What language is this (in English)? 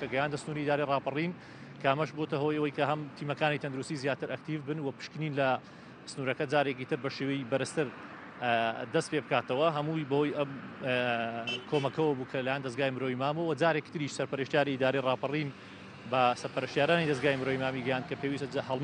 Central Kurdish